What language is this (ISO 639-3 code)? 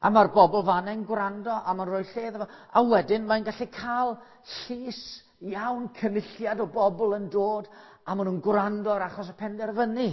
cym